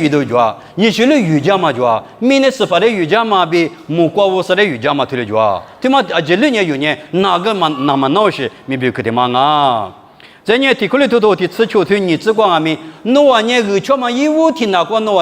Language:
Lisu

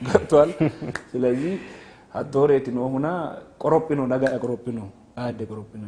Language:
Sidamo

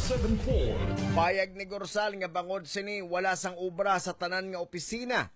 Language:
Hiligaynon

